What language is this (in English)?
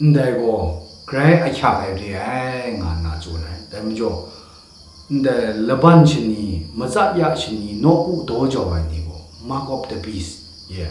Kachin